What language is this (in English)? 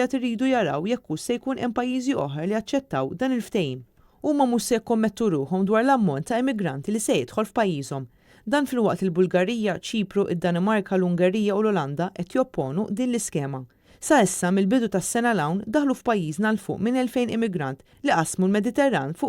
Maltese